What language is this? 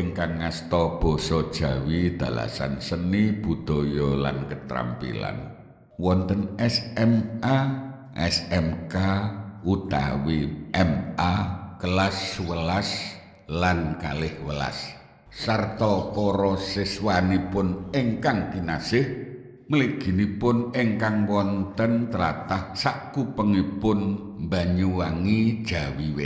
Javanese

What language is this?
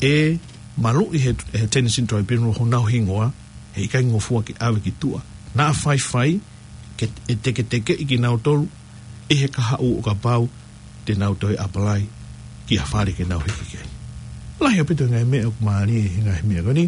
Tongan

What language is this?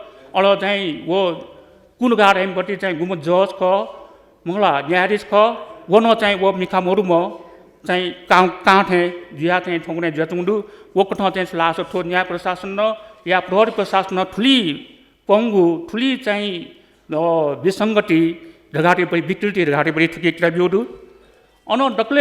Newari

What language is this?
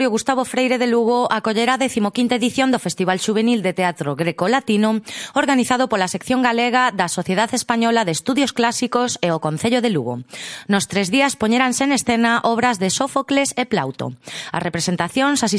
Galician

